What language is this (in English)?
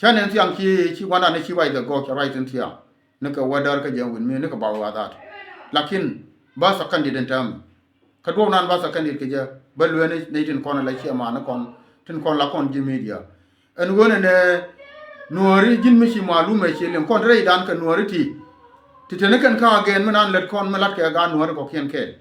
Nuer